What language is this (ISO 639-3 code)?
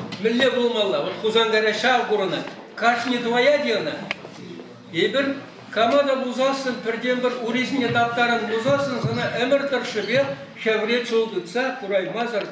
chv